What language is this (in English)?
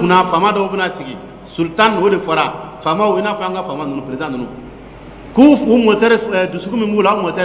Dyula